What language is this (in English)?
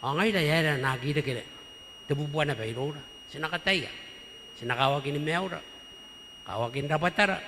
Gilbertese